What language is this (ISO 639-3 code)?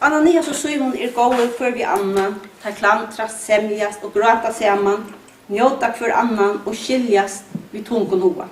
fao